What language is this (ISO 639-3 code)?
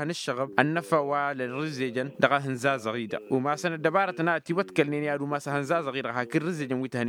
taq